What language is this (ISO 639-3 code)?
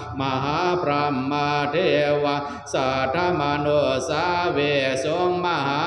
pli